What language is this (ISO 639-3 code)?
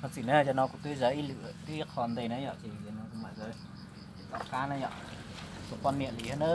hmn